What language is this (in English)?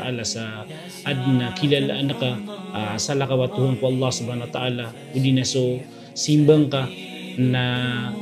Maranao